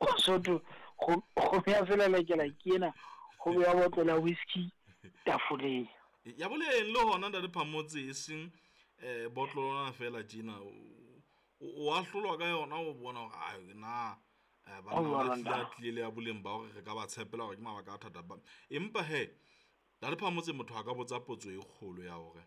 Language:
Southern Sotho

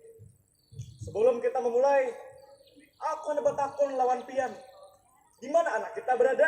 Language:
Banjar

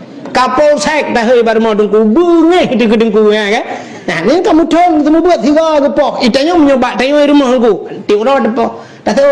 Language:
Achinese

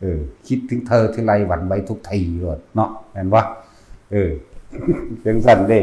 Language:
Northeastern Thai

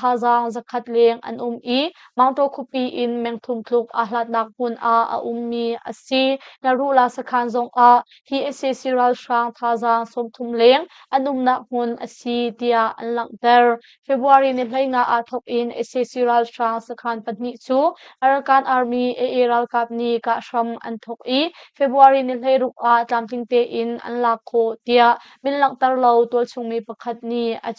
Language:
Hakha Chin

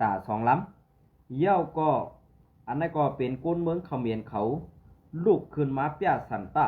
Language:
Shan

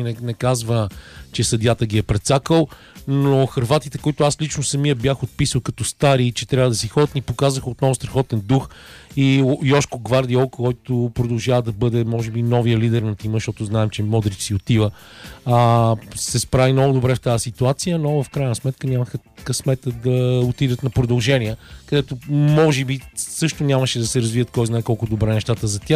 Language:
Bulgarian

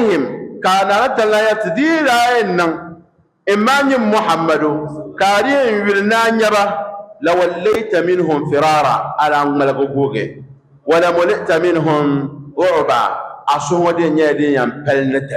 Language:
Dagbani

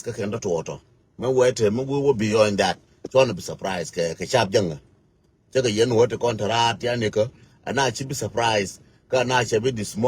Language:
Nuer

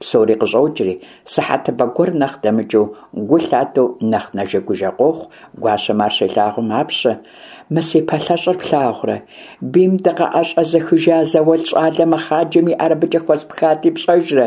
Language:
Kabardian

